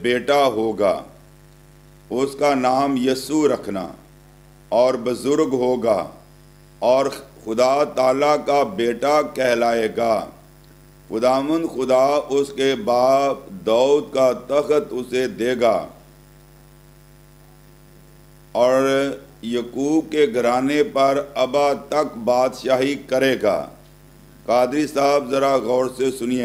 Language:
Urdu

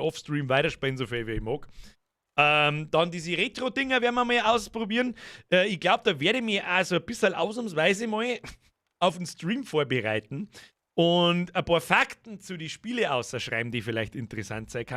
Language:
Bavarian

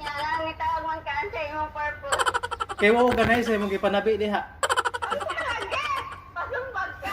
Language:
Cebuano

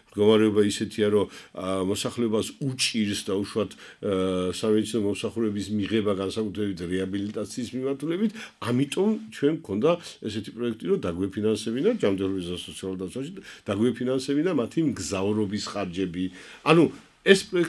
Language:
Georgian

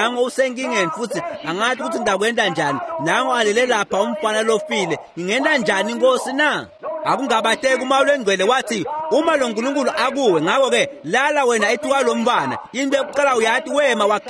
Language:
Swati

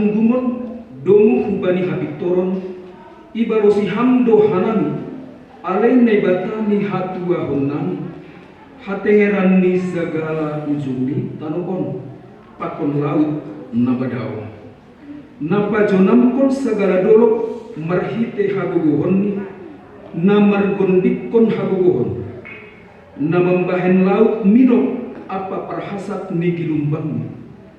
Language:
Batak Simalungun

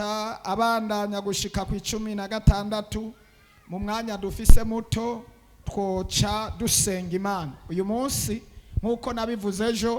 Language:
Rundi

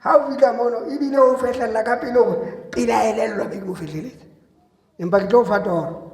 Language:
Southern Sotho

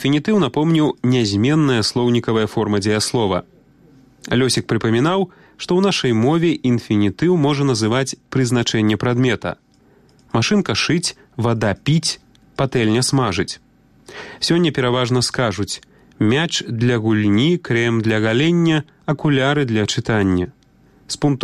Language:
Belarusian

